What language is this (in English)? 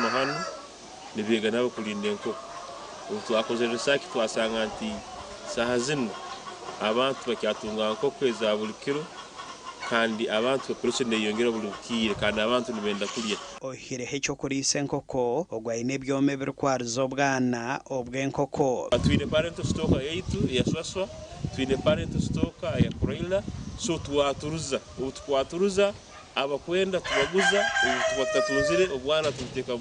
Nyankole